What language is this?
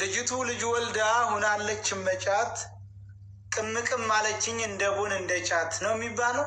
Amharic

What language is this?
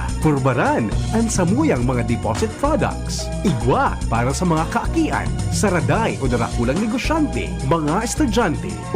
Bikol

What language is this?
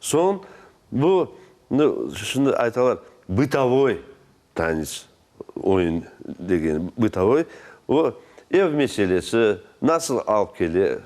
Crimean Tatar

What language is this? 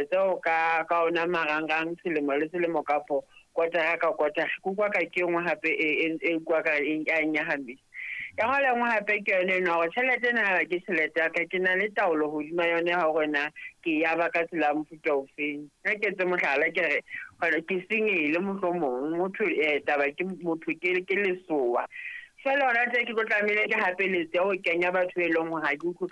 Southern Sotho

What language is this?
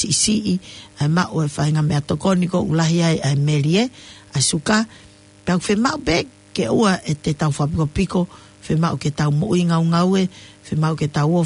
Tongan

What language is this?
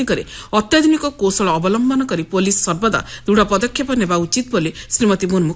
Odia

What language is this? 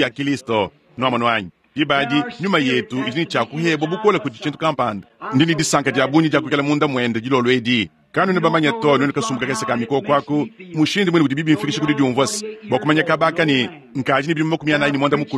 Luba-Lulua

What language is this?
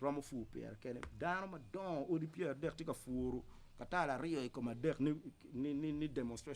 Acoli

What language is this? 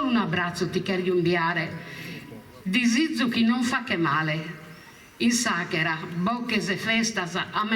Sardinian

